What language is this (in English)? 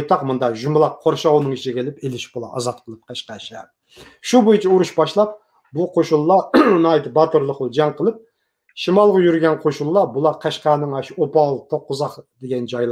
Uyghur